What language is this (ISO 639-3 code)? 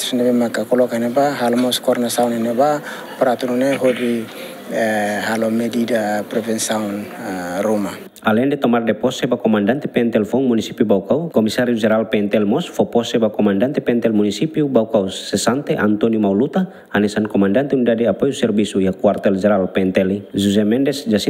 tet